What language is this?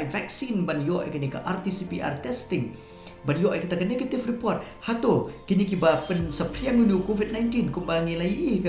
Khasi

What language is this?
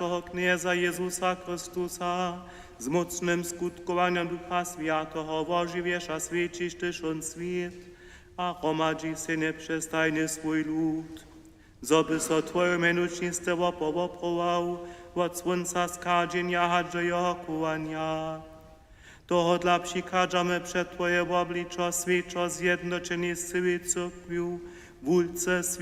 Upper Sorbian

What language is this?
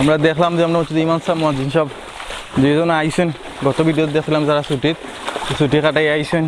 Sylheti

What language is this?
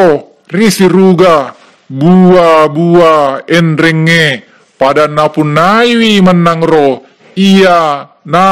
Buginese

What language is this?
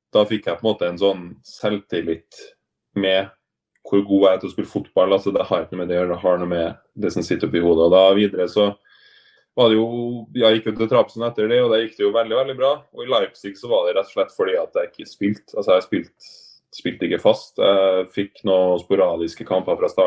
Norwegian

